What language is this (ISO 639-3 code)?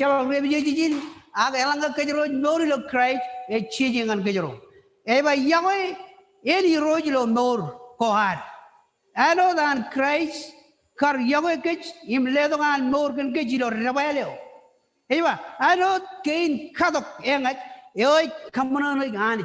mah